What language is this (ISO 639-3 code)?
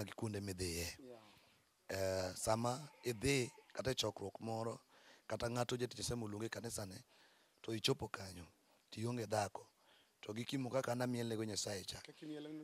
luo